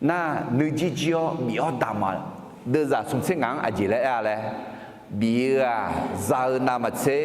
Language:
Akha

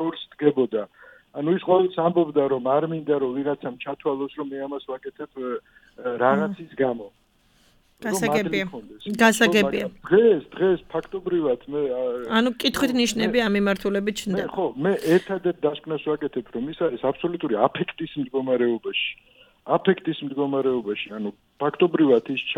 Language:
Georgian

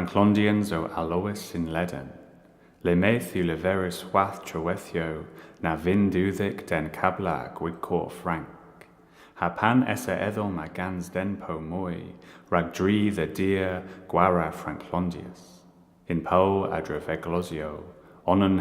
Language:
Cornish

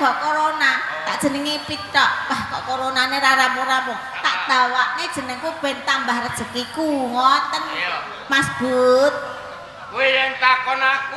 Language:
Javanese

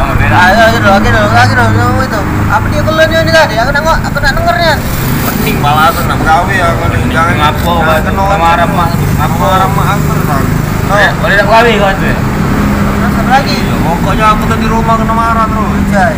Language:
Musi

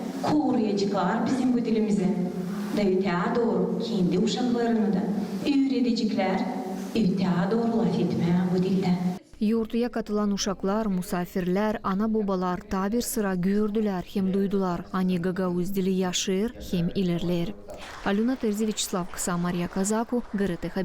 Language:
Gagauz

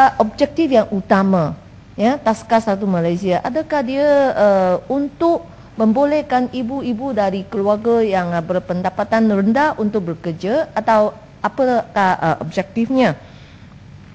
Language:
Malay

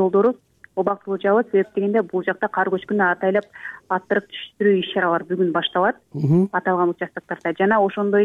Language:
Kyrgyz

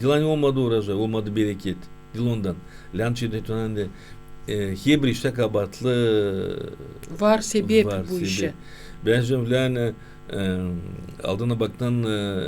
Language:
Gagauz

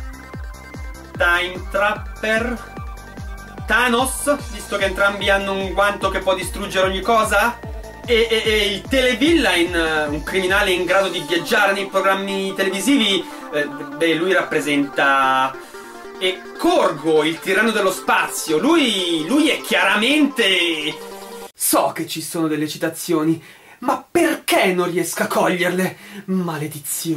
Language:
Italian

